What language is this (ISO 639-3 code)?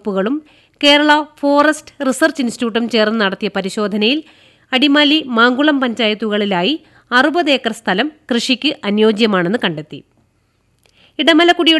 mal